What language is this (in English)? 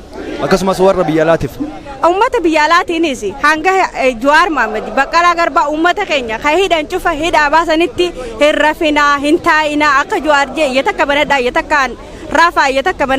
Oromo